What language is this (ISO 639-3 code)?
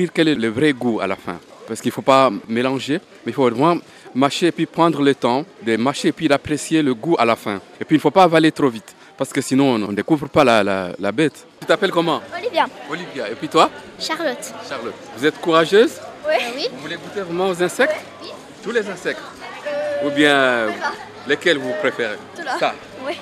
fra